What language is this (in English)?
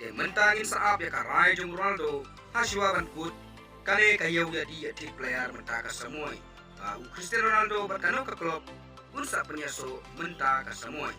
Khasi